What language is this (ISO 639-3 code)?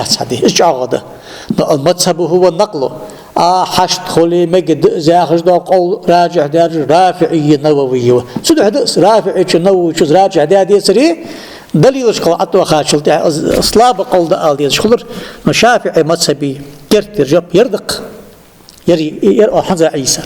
inh